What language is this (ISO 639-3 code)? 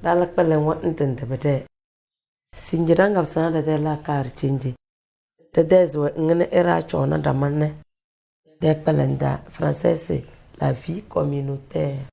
kdh